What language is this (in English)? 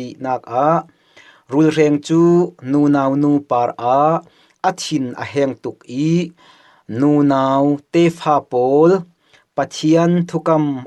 Falam Chin